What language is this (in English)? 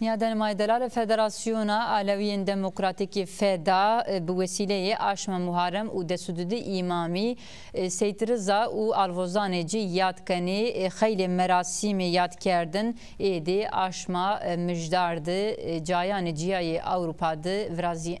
Zaza